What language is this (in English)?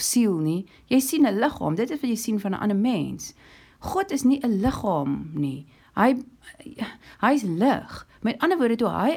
Afrikaans